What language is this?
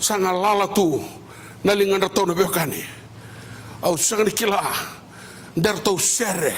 Fijian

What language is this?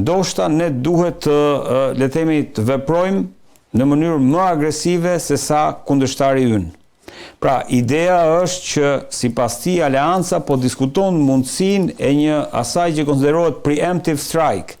Albanian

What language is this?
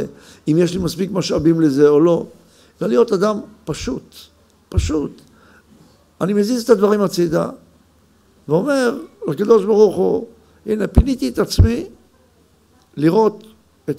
Hebrew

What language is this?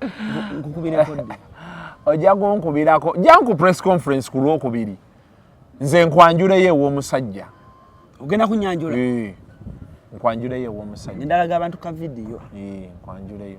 Ganda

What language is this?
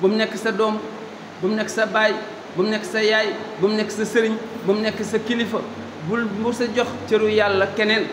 Wolof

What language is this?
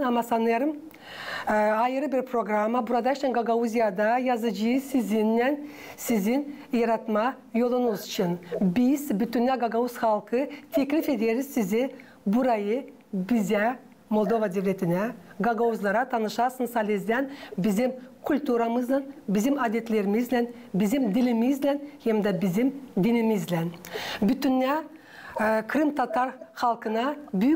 Gagauz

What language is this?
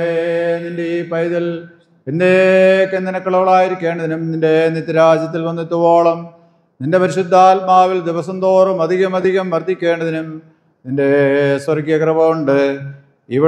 Malayalam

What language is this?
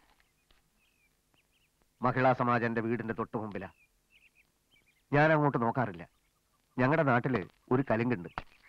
Malayalam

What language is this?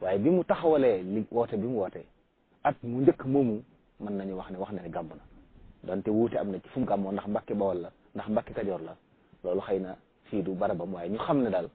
Wolof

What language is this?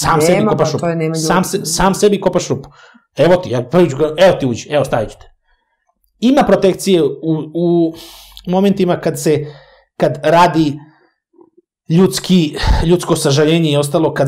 Serbian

